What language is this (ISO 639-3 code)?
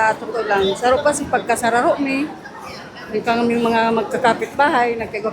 bik